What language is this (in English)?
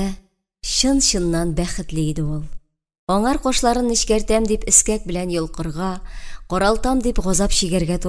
Tatar